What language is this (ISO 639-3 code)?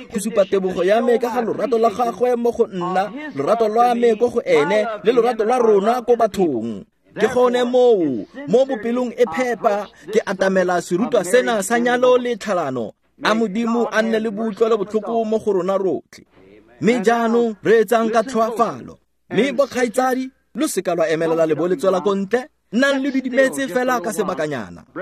tsn